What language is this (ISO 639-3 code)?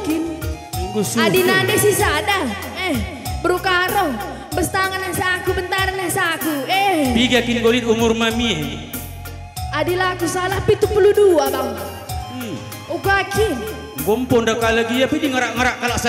btx